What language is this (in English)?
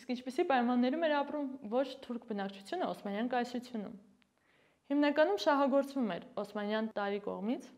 Armenian